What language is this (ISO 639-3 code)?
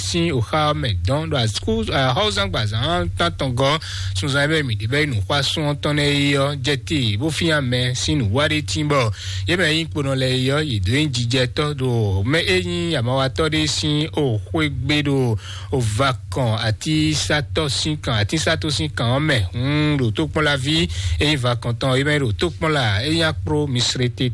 fon